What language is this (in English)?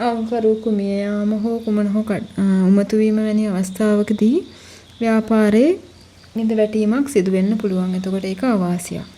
Sinhala